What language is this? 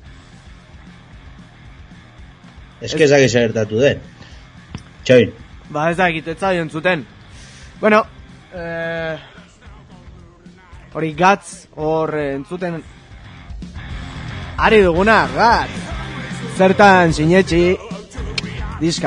Basque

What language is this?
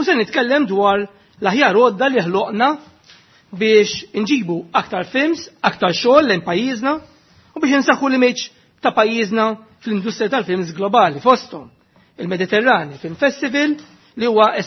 Maltese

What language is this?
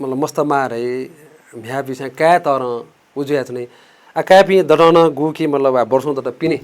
Newari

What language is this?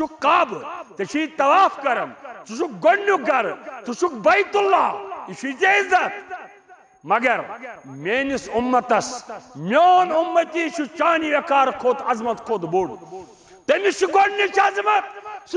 Kashmiri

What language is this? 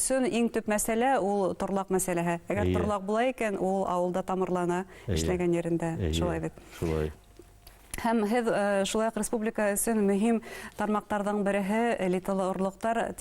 Bashkir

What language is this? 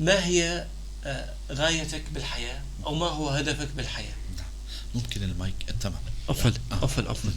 North Levantine Arabic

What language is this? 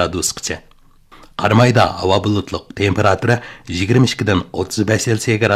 Uyghur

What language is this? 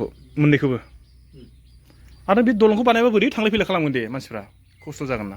Bodo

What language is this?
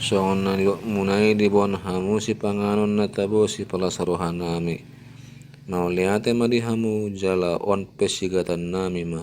Batak Toba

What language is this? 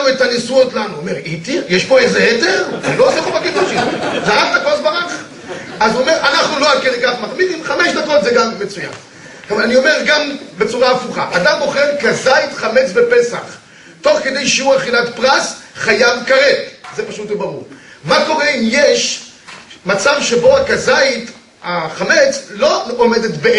Hebrew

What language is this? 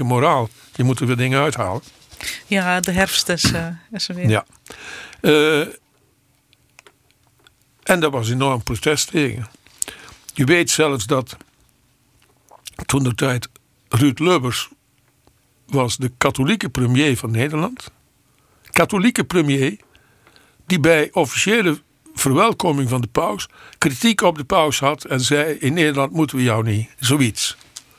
Dutch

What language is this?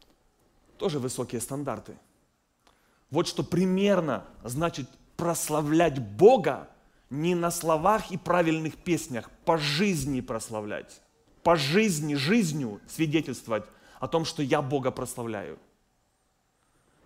Russian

